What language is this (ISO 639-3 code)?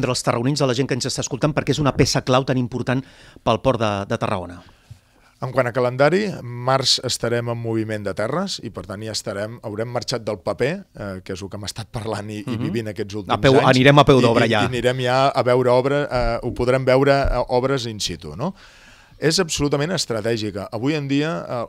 cat